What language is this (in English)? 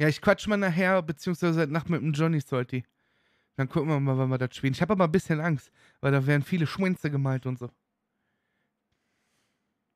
German